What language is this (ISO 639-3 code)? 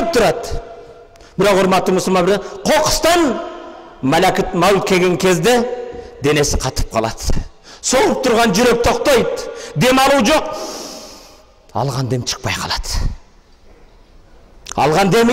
kir